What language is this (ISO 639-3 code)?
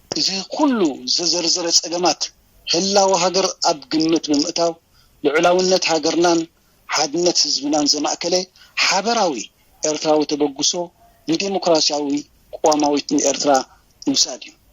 tir